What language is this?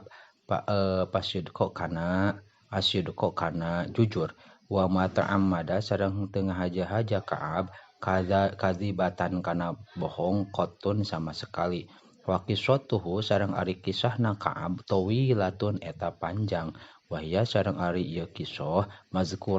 Sundanese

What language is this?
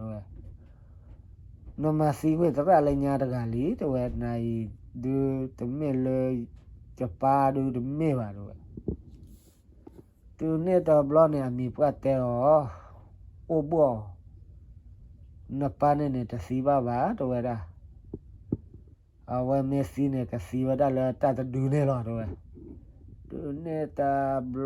S'gaw Karen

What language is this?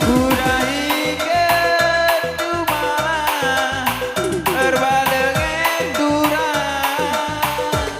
Batak Karo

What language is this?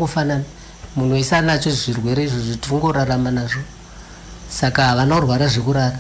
Shona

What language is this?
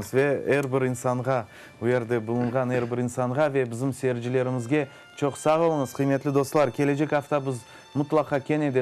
Crimean Tatar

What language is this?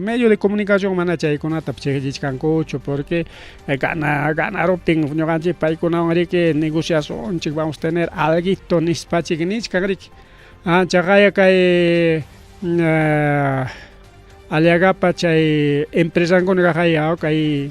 Ayacucho Quechua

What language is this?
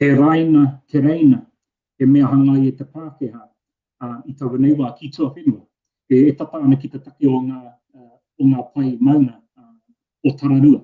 Māori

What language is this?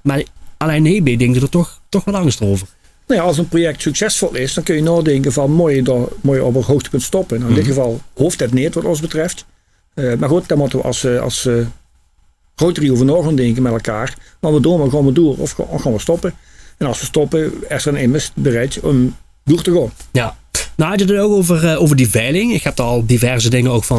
Limburgish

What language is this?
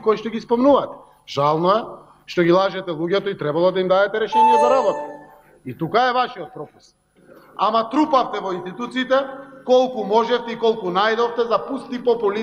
Macedonian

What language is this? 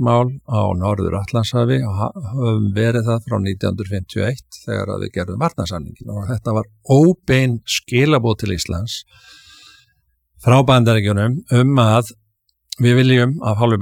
Icelandic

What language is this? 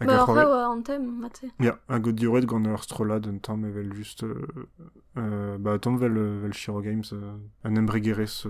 Breton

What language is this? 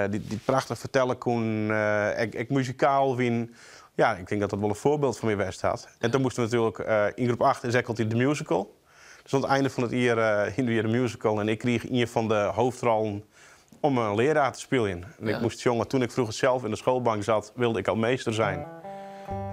Western Frisian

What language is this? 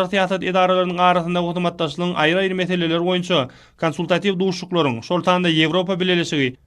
Turkmen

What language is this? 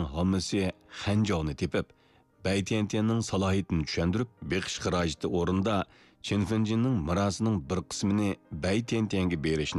Uyghur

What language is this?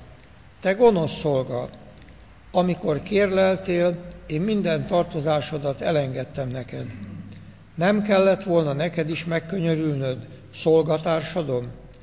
Hungarian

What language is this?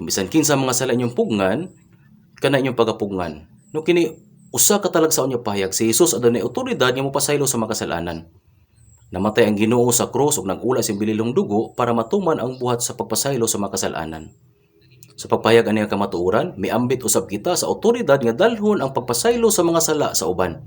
Cebuano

